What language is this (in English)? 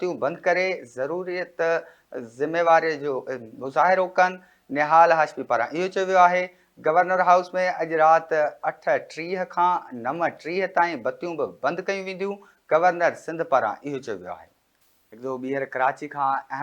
Sindhi